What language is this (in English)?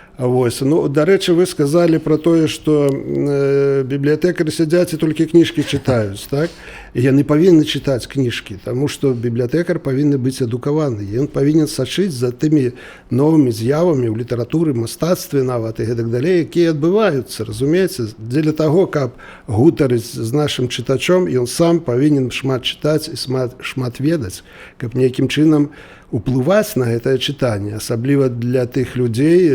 Belarusian